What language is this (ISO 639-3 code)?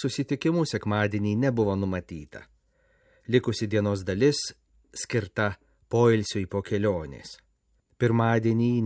lit